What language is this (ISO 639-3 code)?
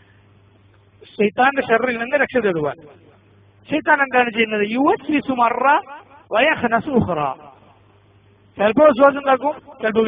mal